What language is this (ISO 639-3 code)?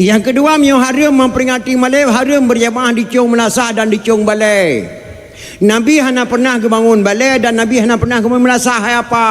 ace